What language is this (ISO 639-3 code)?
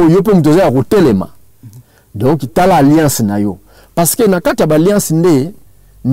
lin